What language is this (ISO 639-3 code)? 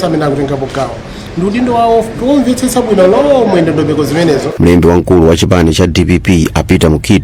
nya